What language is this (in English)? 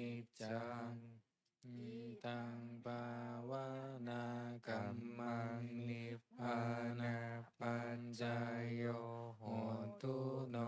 Pali